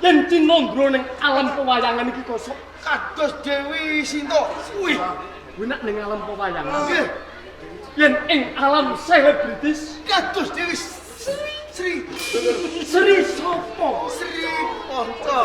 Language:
Javanese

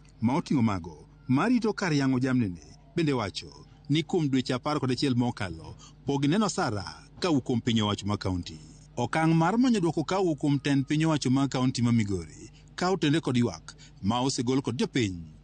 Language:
Luo (Kenya and Tanzania)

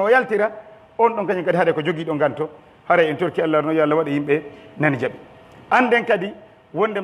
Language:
Pular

